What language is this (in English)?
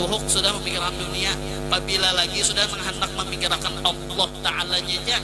Banjar